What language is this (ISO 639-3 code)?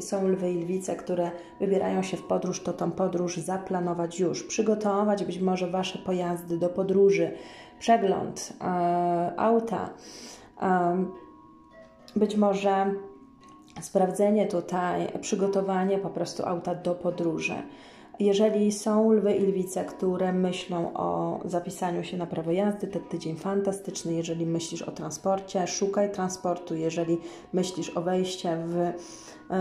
pol